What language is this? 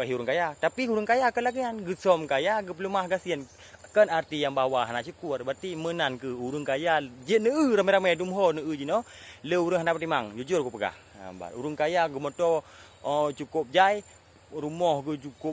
Achinese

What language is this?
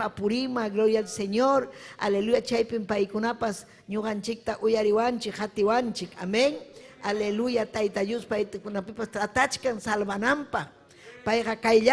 Ayacucho Quechua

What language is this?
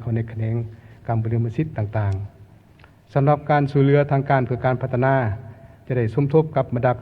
Lao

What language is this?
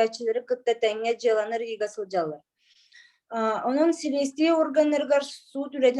Yakut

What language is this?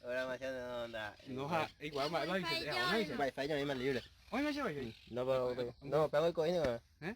Guarani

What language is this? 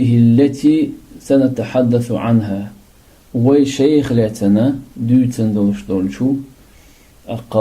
Chechen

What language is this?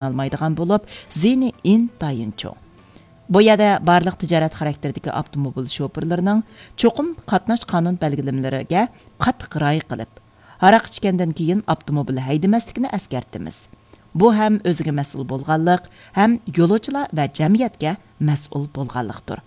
Uyghur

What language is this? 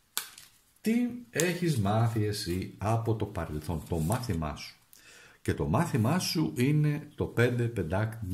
Greek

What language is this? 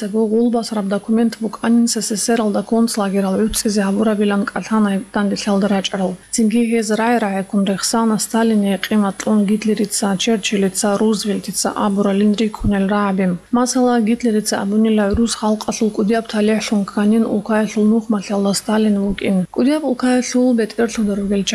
Avaric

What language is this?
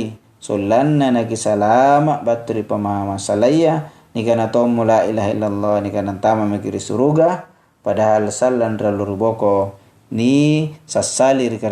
Makasar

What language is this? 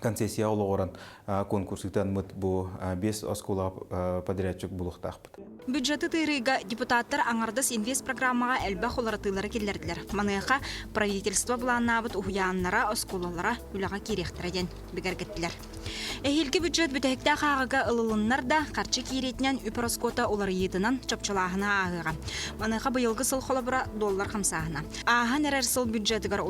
Yakut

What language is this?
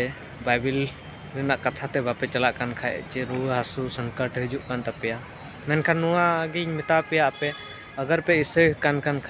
Santali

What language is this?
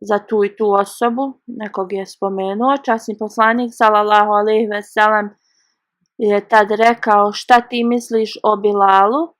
Bosnian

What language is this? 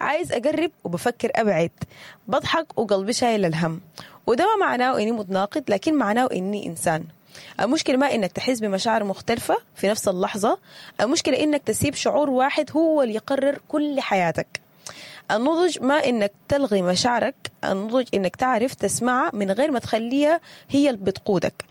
Sudanese Arabic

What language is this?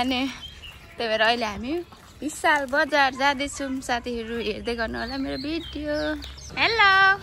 Nepali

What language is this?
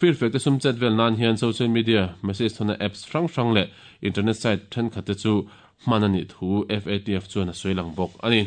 Mizo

